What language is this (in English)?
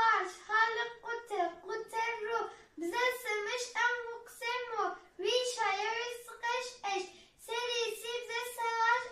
Kabardian